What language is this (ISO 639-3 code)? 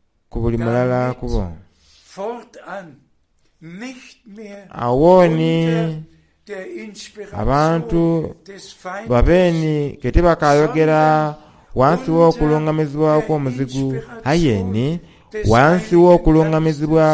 xog